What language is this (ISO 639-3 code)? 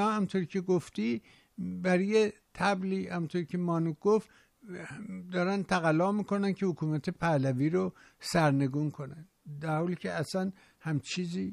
fas